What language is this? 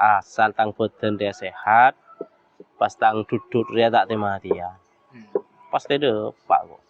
Madurese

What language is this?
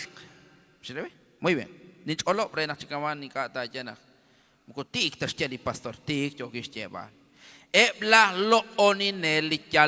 Kekchí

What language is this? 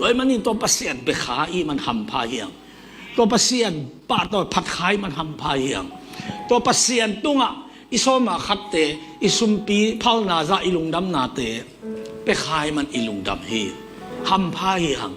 Tedim Chin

